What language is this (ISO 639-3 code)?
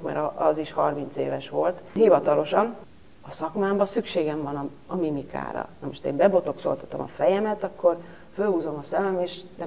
hun